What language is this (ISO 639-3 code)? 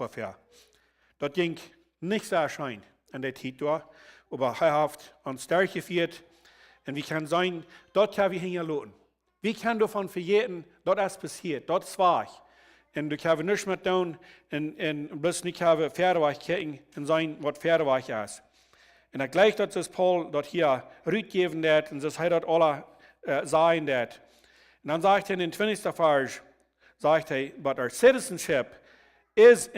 pdt